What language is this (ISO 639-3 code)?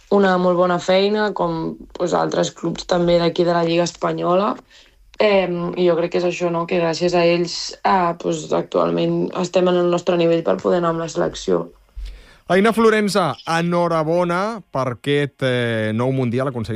cat